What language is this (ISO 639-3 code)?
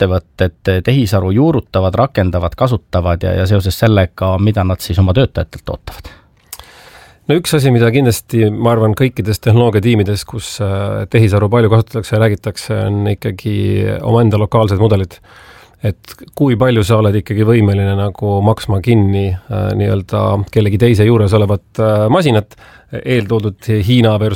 est